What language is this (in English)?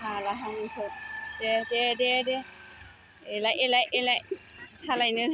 Bodo